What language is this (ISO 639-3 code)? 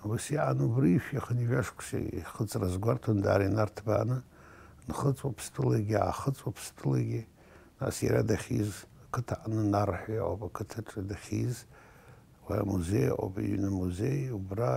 abk